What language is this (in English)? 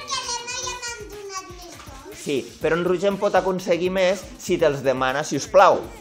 Catalan